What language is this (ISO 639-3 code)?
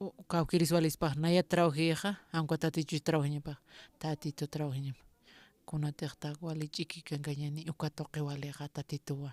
aym